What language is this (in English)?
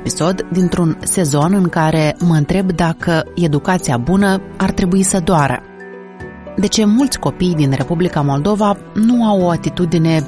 Romanian